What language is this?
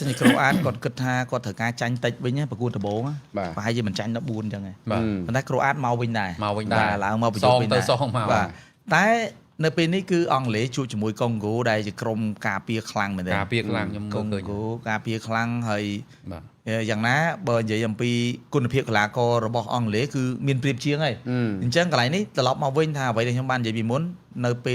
Khmer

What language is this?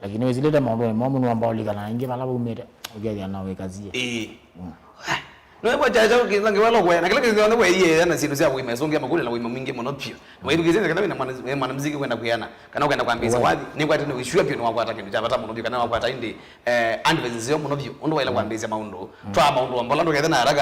Kamba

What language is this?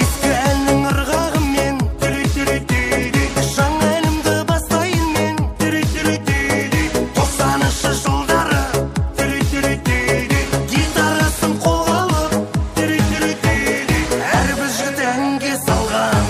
Kara-Kalpak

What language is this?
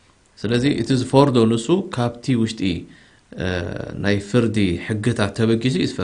Tigrinya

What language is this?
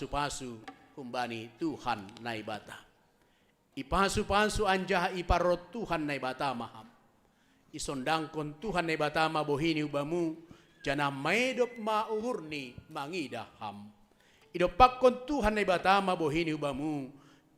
Batak Simalungun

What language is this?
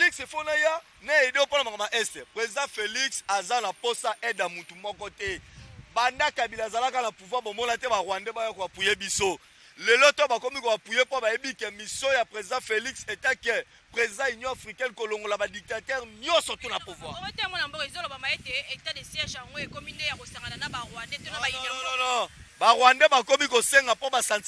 Lingala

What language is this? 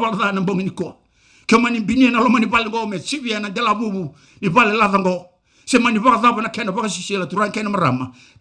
Fijian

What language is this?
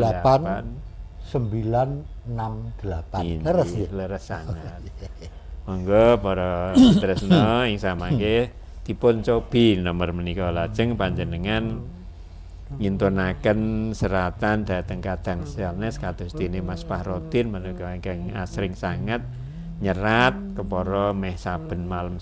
Javanese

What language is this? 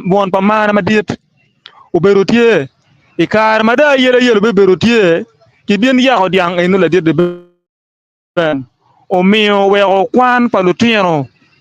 Acoli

